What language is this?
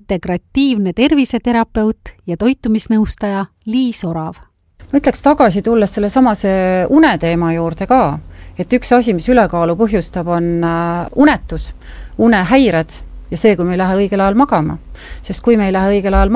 Estonian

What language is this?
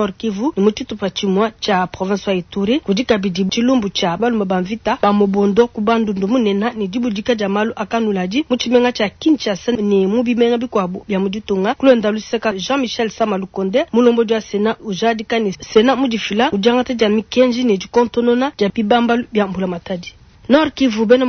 Luba-Lulua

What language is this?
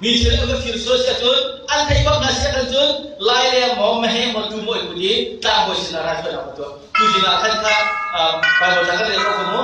Hakha Chin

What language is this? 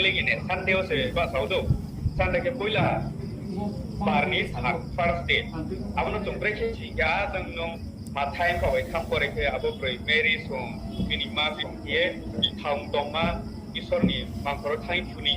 Riang (India)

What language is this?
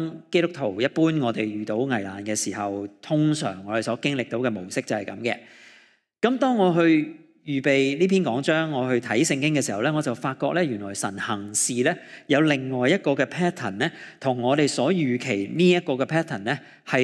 Cantonese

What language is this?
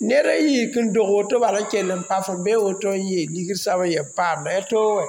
Mossi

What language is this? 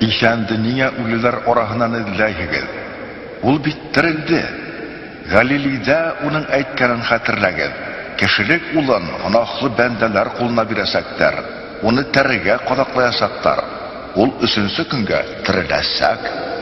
Bashkir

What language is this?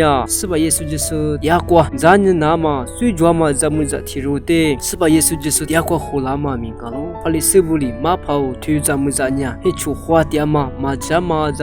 Lisu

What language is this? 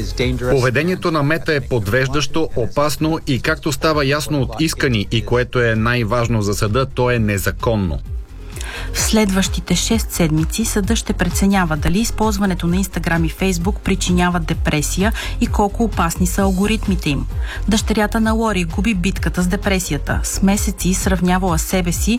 Bulgarian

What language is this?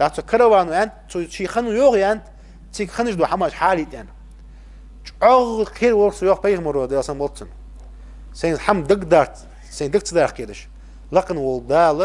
Ingush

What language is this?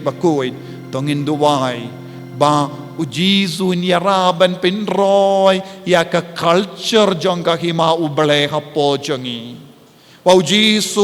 Khasi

